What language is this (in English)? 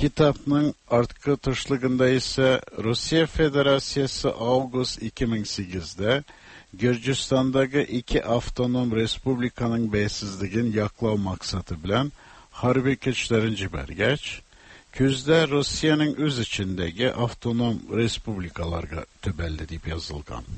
Tatar